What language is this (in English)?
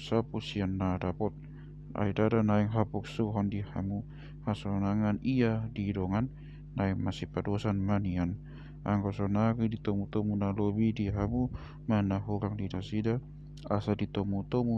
Batak Toba